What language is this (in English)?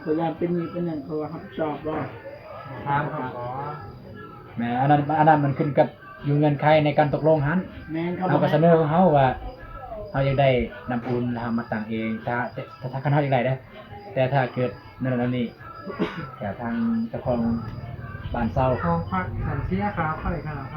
Northeastern Thai